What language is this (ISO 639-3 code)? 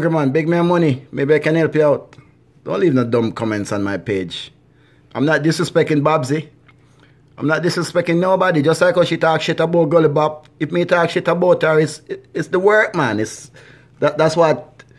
jam